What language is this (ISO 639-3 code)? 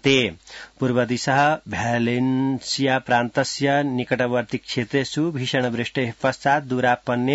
san